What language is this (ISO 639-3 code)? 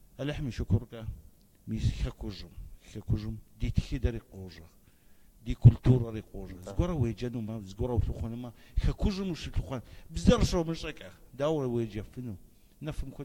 kbd